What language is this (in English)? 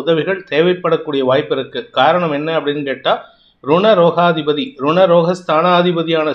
Tamil